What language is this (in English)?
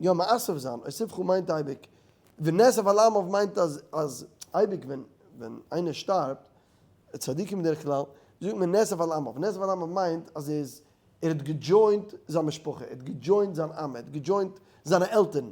Yiddish